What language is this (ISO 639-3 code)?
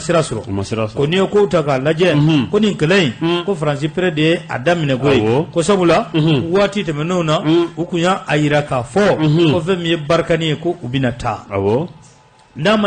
bam